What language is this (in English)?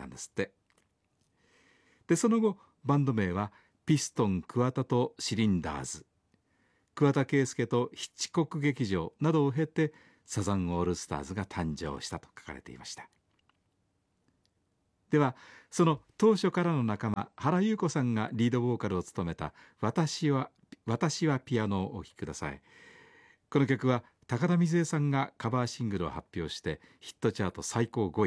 Japanese